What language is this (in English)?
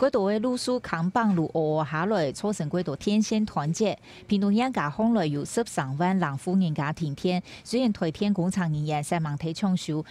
Hakka Chinese